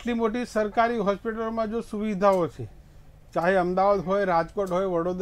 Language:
Gujarati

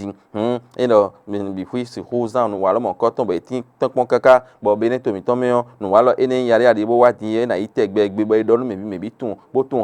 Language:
Fon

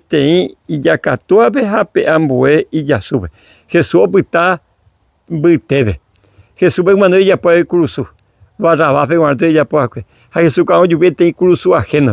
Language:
Guarani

